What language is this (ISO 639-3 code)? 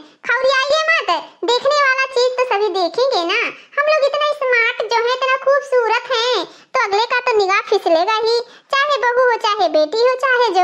awa